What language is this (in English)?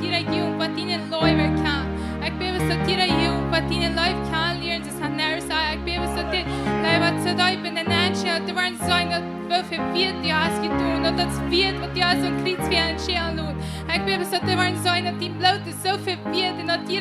Plautdietsch